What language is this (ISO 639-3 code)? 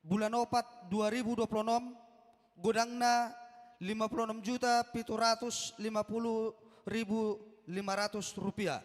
bbc